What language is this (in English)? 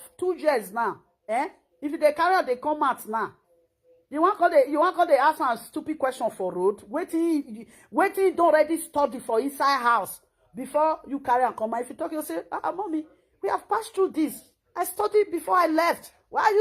Nigerian Pidgin